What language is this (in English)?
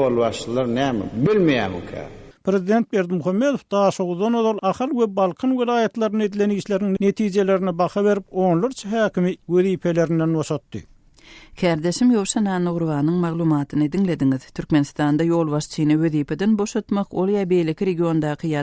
Turkmen